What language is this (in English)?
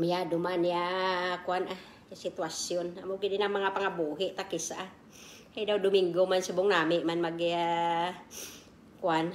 Kinaray-a